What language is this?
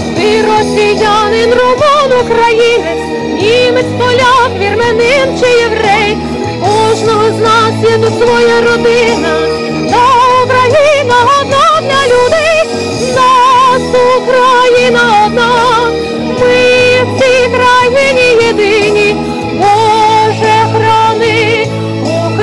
Ukrainian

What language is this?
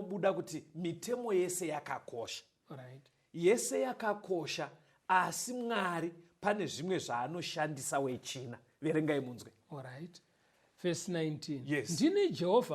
Shona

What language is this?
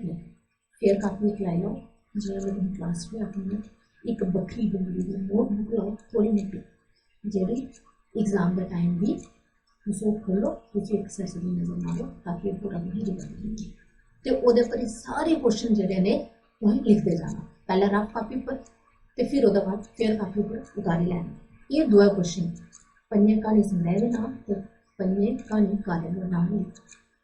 Dogri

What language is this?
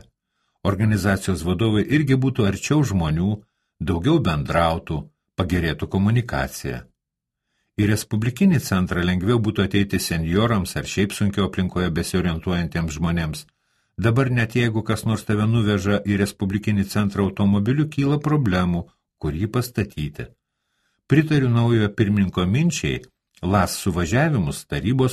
Lithuanian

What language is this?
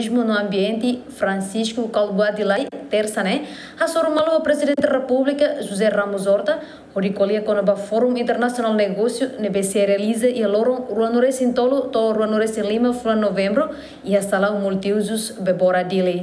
Tetum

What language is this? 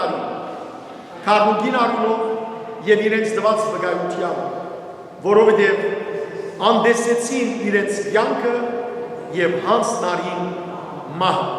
Western Armenian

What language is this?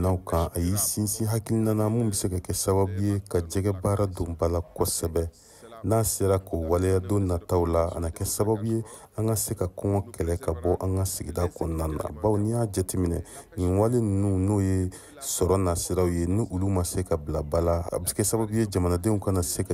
Bambara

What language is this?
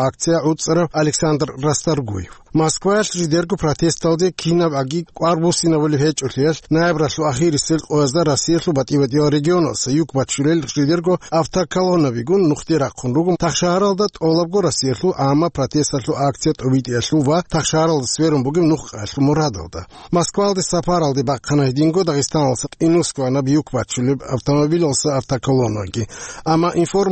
Avaric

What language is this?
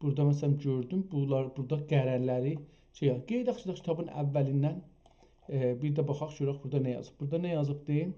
South Azerbaijani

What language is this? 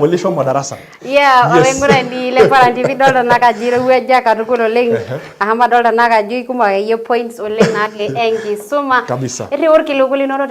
Masai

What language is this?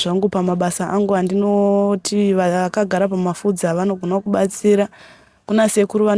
Shona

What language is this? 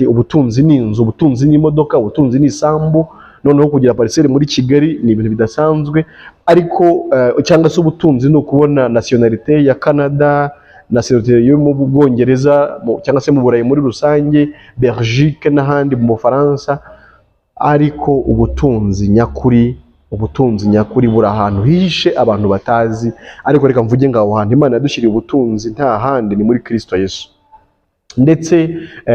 Kinyarwanda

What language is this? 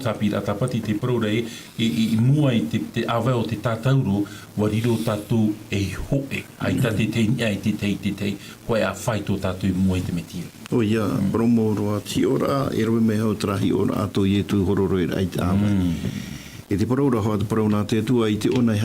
Tahitian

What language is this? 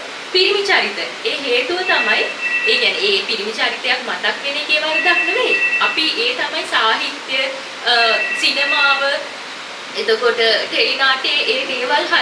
Sinhala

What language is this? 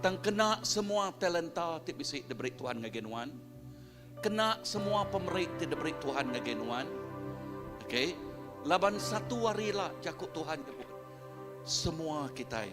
Iban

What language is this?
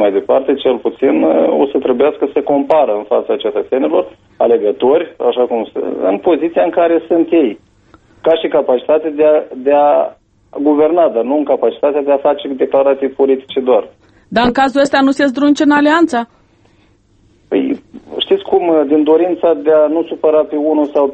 Romanian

